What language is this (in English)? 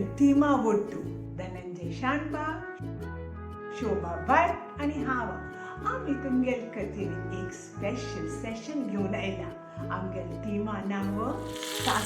Konkani